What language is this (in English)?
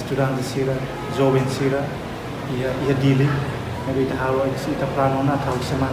Tetum